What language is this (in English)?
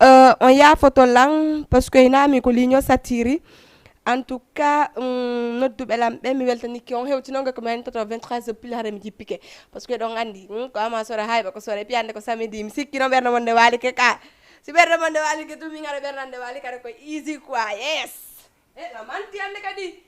Fula